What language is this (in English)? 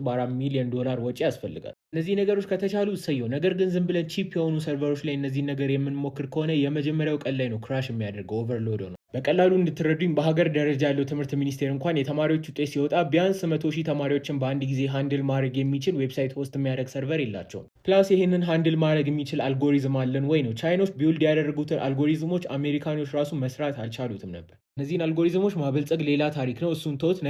Amharic